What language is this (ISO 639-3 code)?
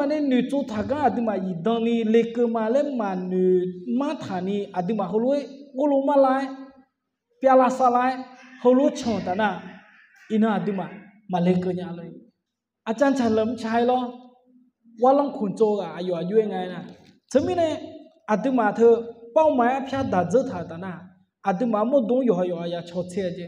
ahk